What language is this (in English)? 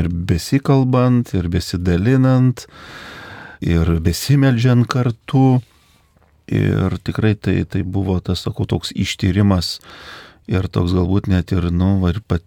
Lithuanian